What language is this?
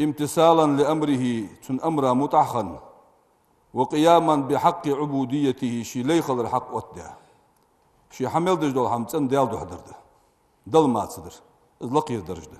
Ingush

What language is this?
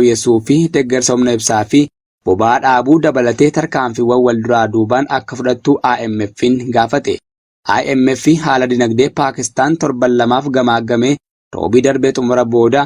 Oromo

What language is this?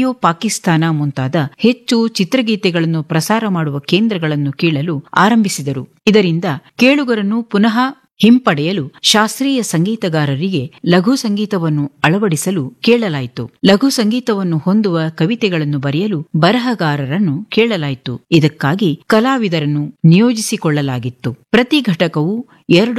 Kannada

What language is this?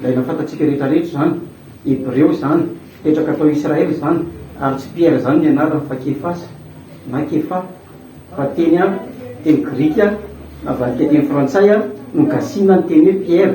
Malagasy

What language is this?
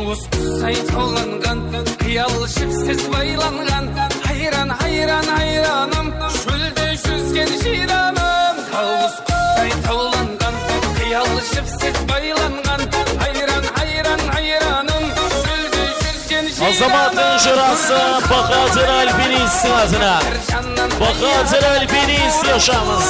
Kara-Kalpak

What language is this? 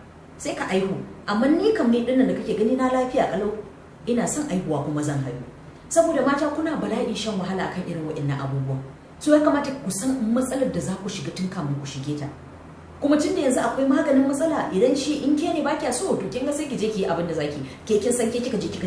Hausa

